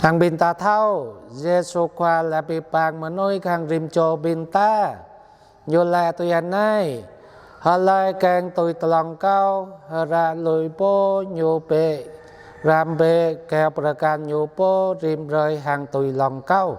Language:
Jarai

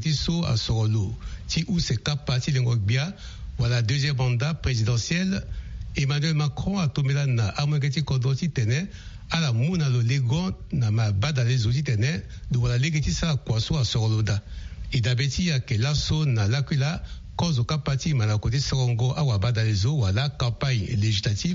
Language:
Sango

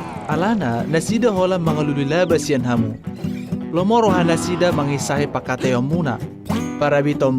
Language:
Batak Toba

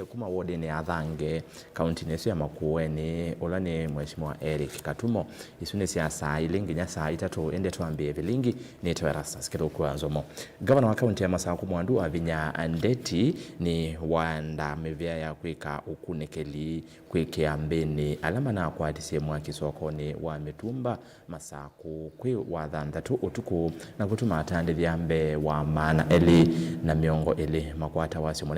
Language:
Kamba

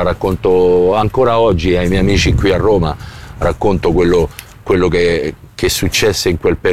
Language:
Italian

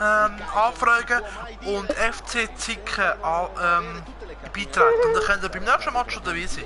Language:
Swiss German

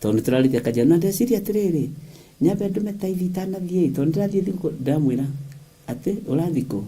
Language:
Kikuyu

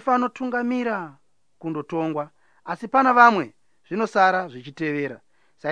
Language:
Shona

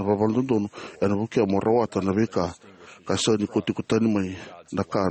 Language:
Fijian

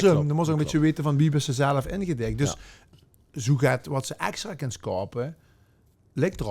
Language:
Limburgish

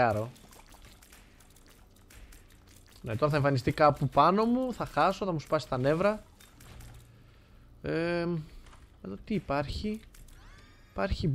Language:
Greek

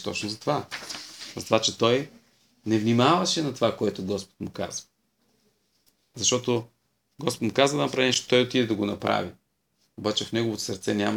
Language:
Bulgarian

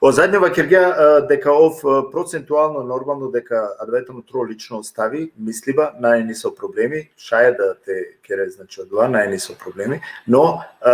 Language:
Balkan Romani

